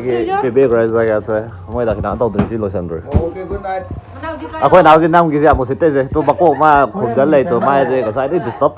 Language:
Manipuri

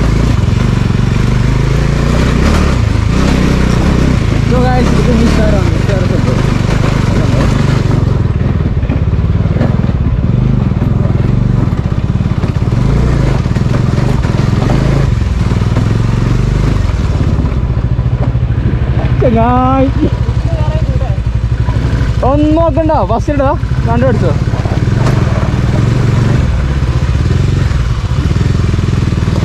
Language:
Malayalam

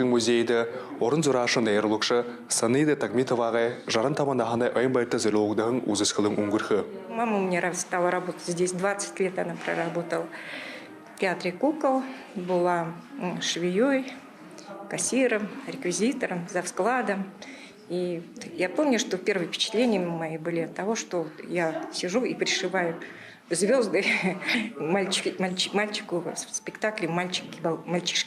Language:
Buriat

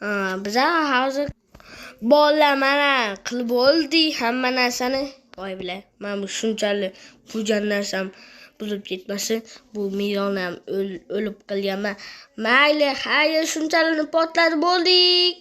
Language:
Uzbek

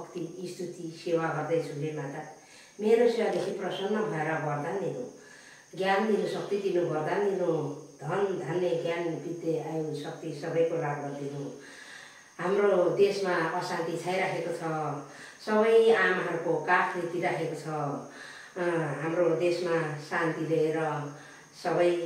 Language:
Nepali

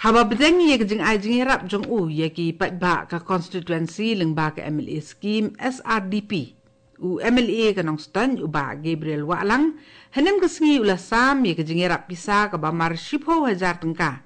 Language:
Khasi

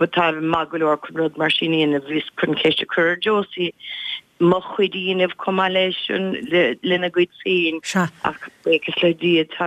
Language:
Irish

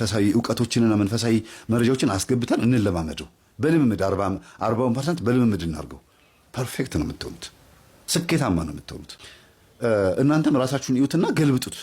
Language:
Amharic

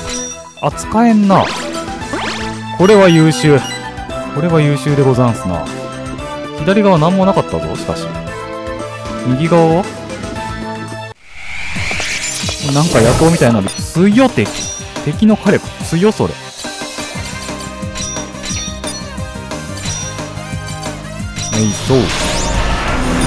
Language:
Japanese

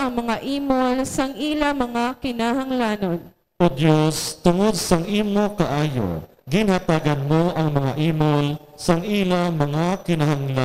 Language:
Hiligaynon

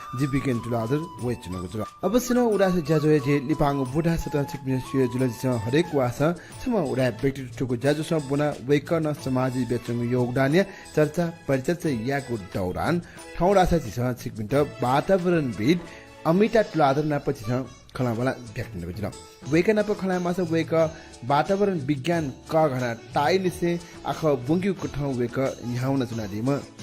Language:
Newari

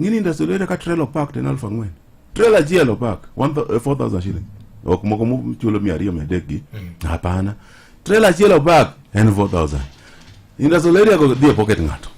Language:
Luo (Kenya and Tanzania)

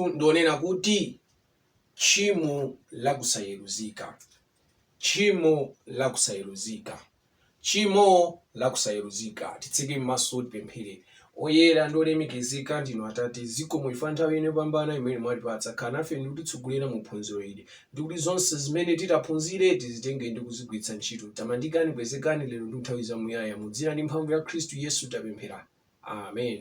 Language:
Nyanja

